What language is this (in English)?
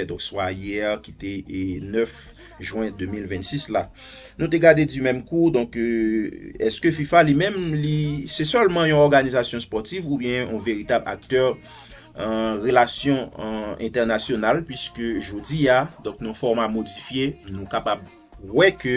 Haitian Creole